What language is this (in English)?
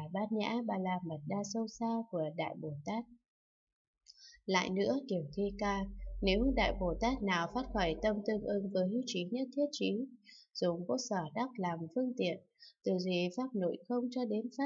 Vietnamese